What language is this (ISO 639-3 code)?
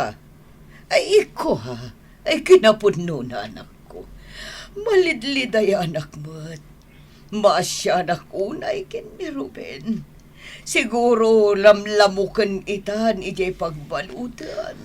ilo